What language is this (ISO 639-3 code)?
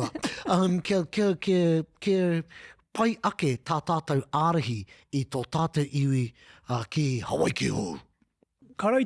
mri